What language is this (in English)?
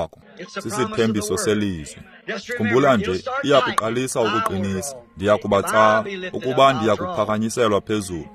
Xhosa